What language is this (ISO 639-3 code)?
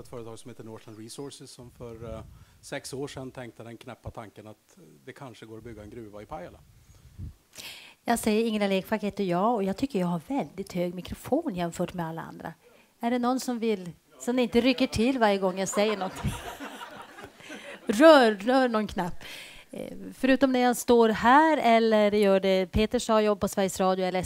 swe